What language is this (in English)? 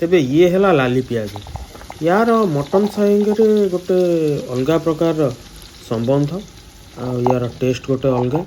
Odia